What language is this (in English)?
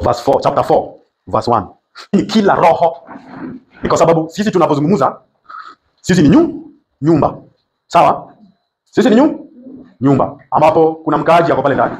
Swahili